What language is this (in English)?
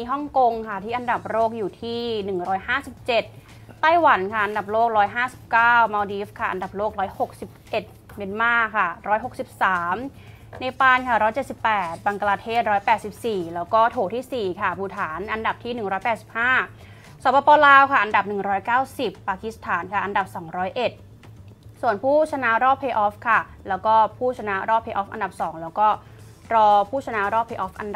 Thai